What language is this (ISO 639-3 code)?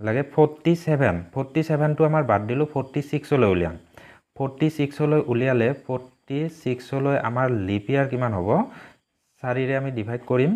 asm